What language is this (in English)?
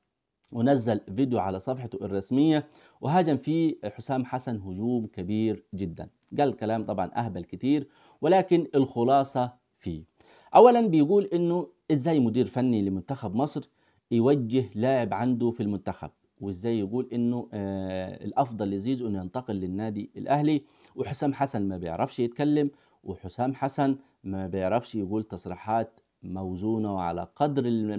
Egyptian Arabic